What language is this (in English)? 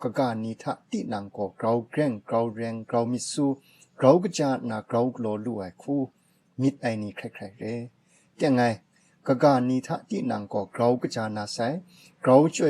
Kachin